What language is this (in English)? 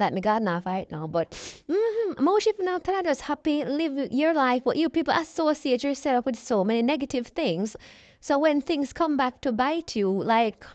Jamaican Creole English